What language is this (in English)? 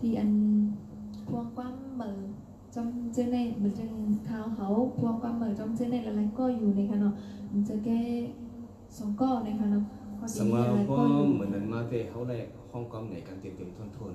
Shan